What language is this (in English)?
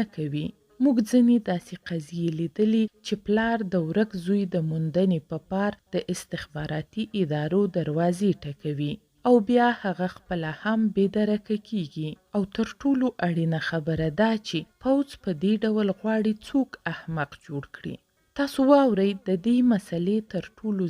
Pashto